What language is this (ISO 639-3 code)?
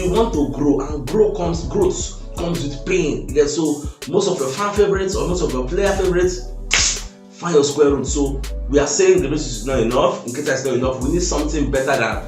pcm